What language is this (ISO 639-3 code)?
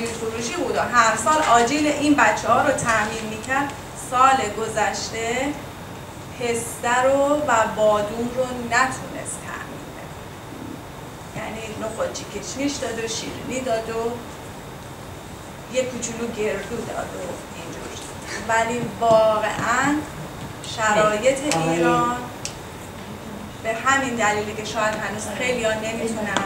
fas